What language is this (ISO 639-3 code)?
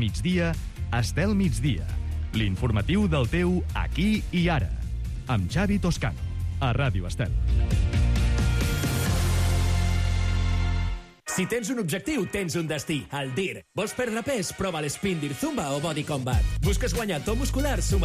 cat